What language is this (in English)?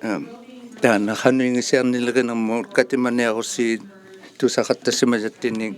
Inuktitut